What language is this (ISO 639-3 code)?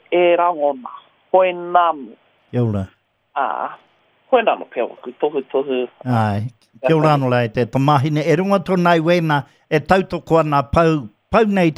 mri